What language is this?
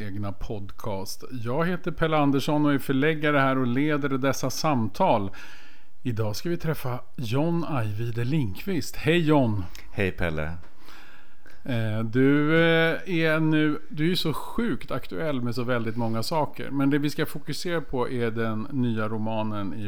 Swedish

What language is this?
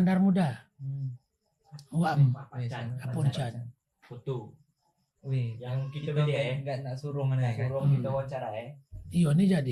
Achinese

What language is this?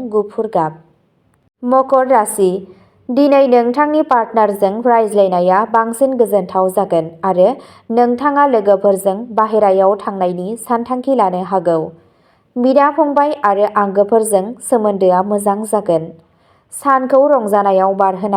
Bodo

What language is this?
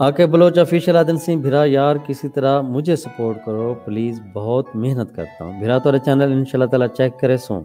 Saraiki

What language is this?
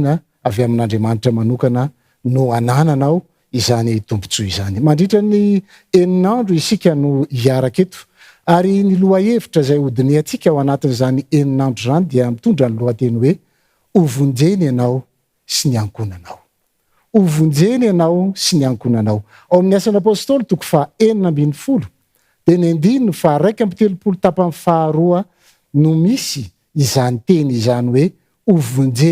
Malagasy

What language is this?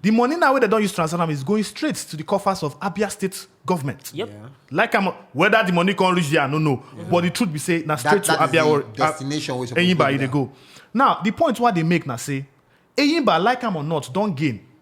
Nigerian Pidgin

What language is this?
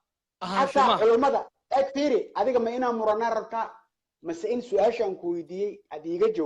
Somali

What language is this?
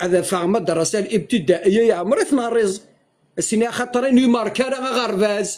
Kabyle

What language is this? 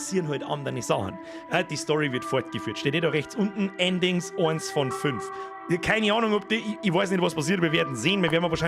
Bavarian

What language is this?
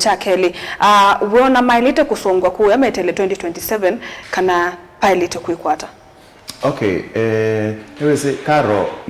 Kamba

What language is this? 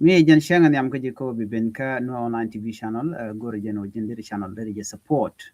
Nuer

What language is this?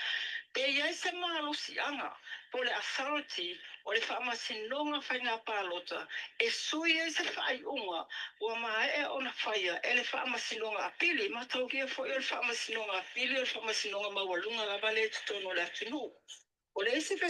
Samoan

